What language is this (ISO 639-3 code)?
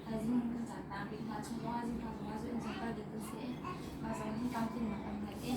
cnh